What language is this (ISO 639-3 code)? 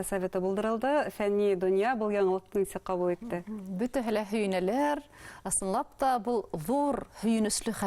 bak